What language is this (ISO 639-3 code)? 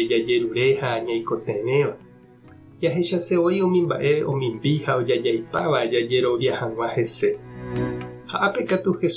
grn